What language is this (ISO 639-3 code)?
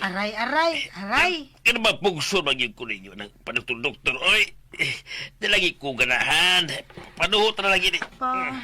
ceb